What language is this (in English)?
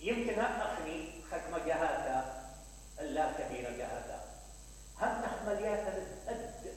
Mesopotamian Arabic